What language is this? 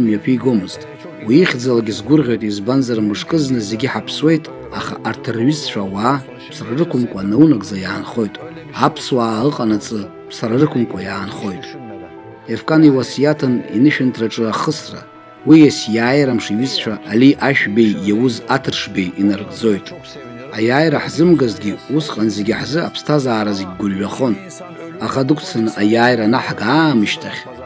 Abkhazian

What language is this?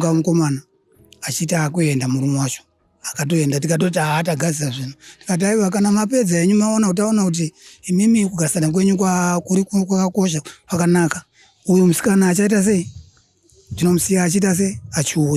Shona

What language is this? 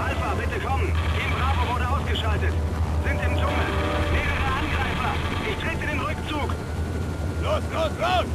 Bavarian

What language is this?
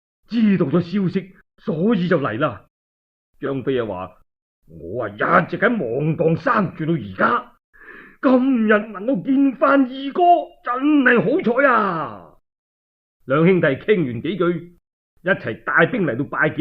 Cantonese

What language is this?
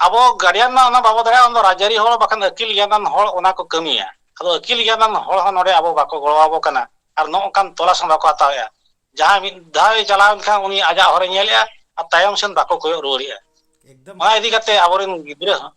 Santali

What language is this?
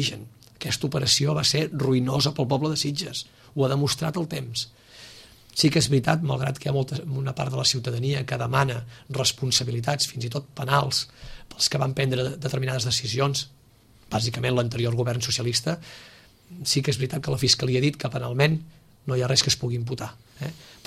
Catalan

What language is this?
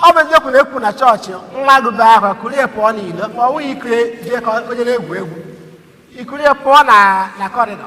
Igbo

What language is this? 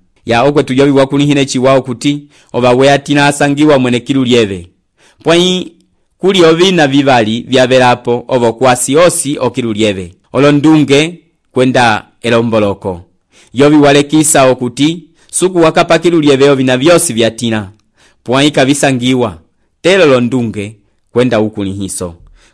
Umbundu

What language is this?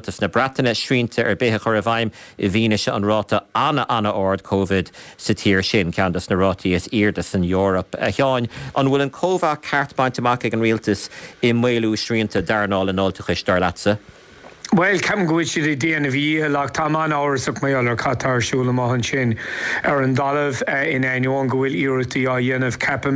Irish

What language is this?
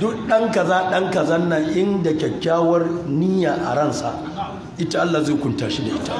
Hausa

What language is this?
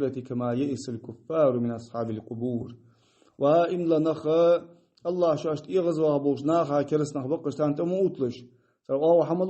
Ingush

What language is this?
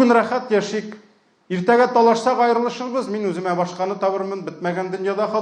Tatar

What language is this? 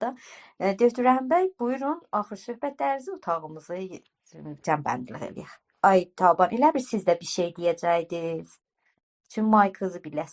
South Azerbaijani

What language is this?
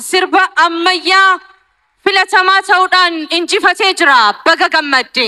Oromo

